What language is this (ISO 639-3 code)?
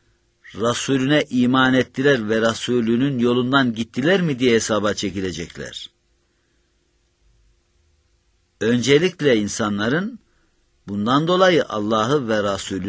tur